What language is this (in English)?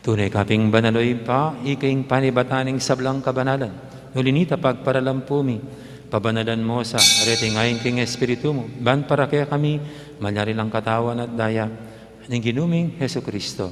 Pampanga